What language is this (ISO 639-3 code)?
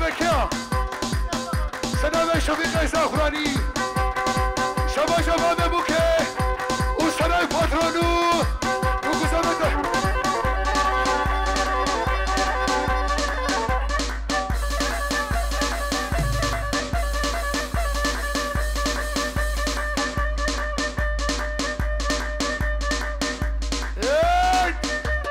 fas